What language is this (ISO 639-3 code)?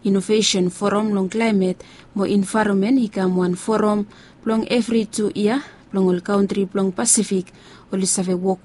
bis